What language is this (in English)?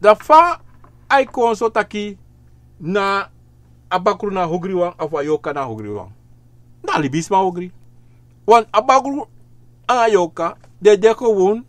Sranan Tongo